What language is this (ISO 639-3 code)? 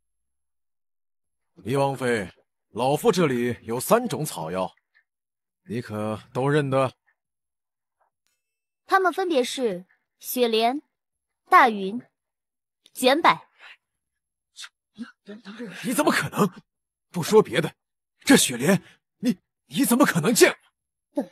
zho